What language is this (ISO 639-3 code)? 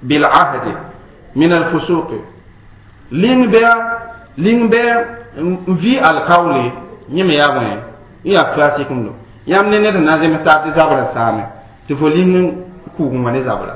mos